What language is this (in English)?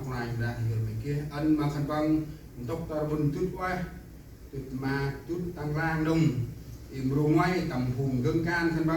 Central Mnong